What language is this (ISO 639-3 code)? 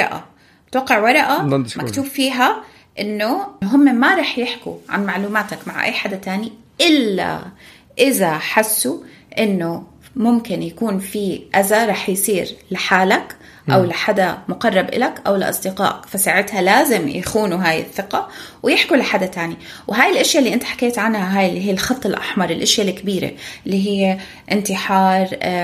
apc